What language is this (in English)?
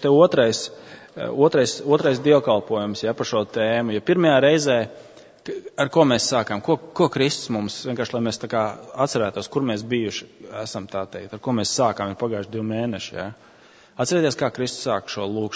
Latvian